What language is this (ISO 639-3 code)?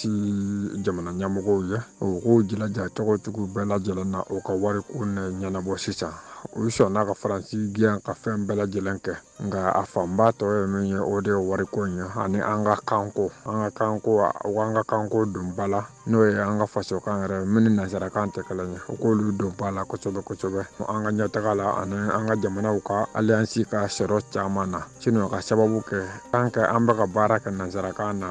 bam